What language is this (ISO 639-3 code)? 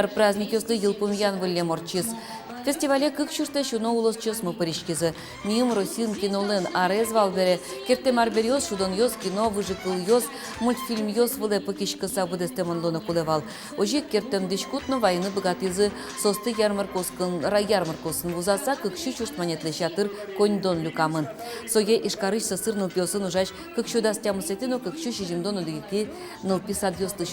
udm